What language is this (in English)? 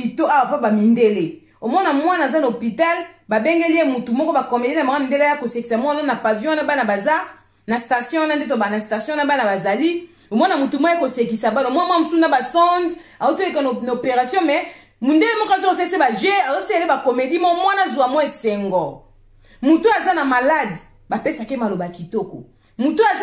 Lingala